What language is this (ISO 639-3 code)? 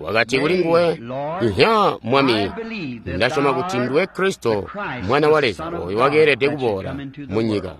toi